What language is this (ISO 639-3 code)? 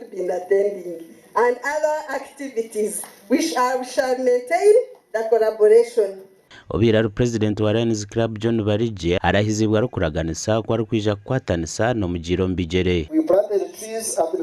nyn